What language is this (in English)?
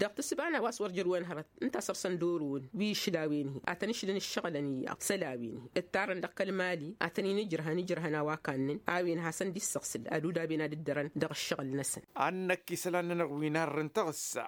Tamasheq